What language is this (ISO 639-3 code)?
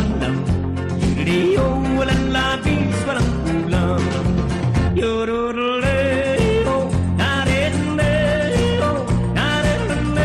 bik